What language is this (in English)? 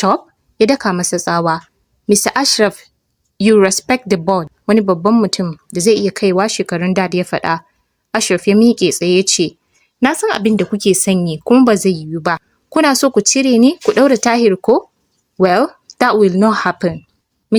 Hausa